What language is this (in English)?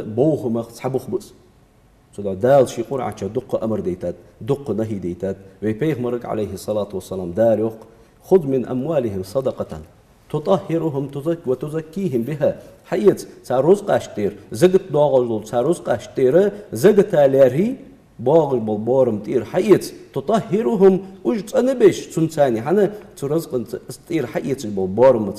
Ingush